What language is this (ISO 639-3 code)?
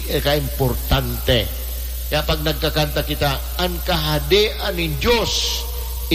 bik